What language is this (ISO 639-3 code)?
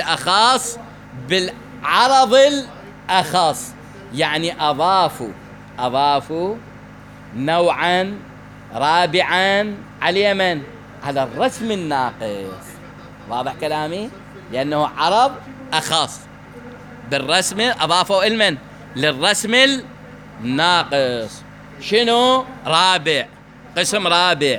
acm